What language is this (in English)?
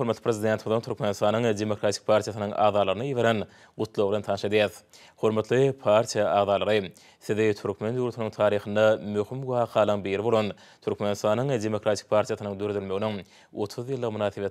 Turkmen